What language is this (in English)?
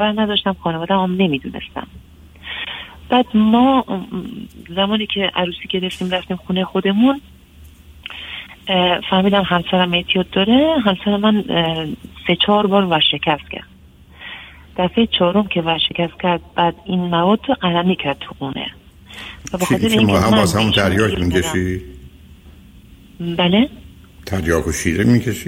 Persian